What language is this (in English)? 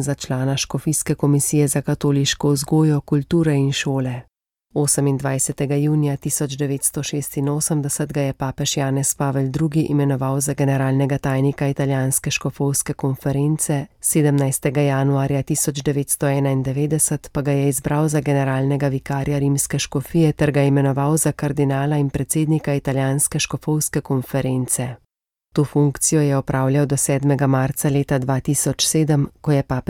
Slovenian